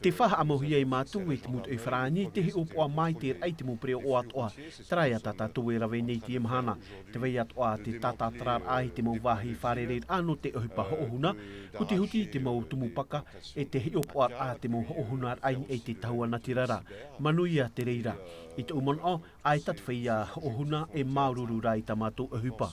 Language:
Tahitian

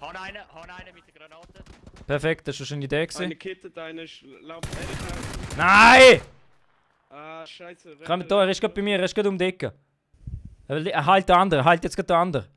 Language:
Swiss German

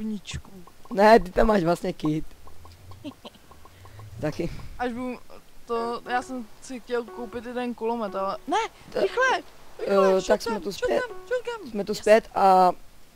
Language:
Czech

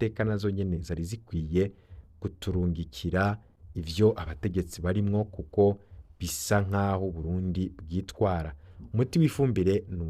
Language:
Rundi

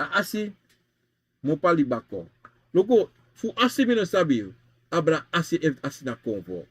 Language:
Sranan Tongo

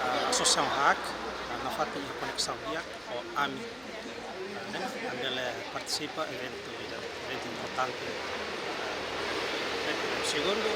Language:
Tetum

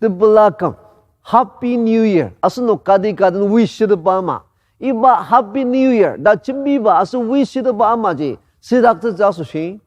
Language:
Ao Naga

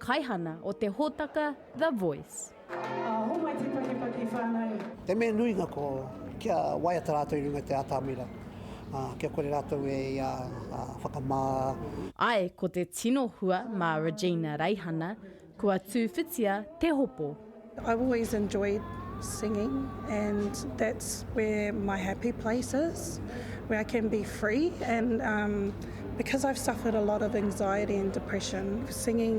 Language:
Māori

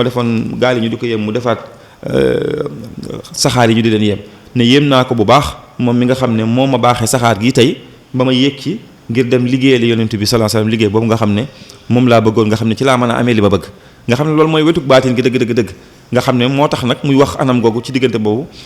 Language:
Wolof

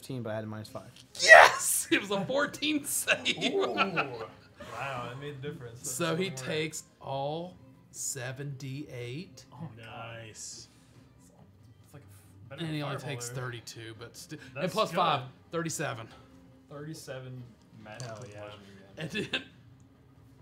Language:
English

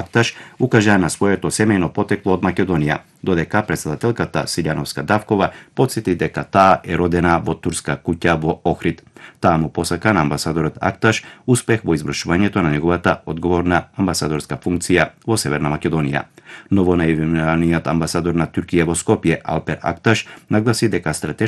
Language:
Macedonian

